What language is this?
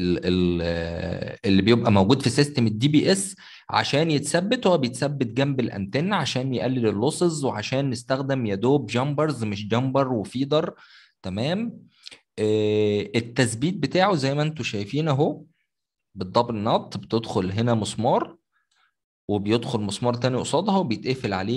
Egyptian Arabic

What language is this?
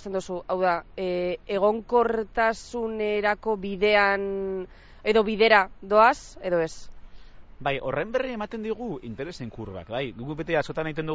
Basque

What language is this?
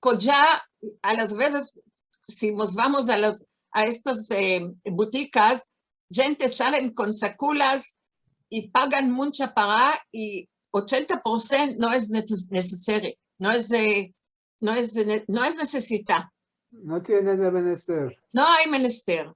Ladino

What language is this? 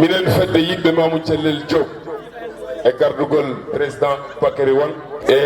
Fula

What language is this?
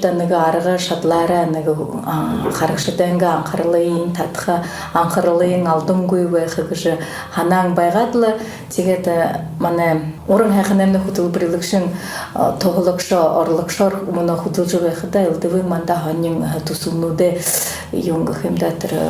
Buriat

